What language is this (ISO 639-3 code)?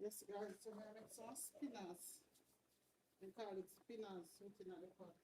jam